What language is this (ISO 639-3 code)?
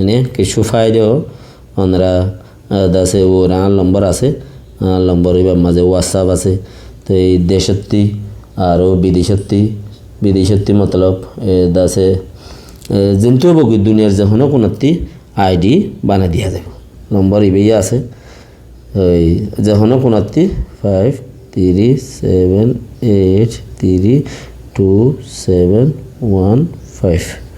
rhg